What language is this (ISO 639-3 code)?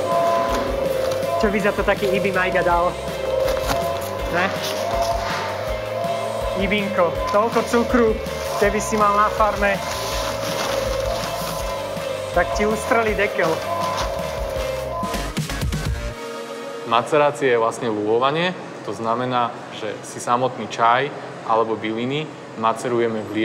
slk